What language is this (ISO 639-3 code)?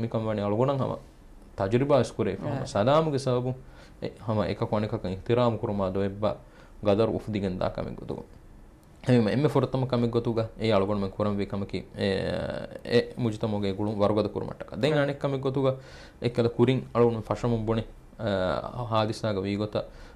div